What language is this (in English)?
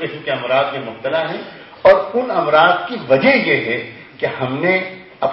Urdu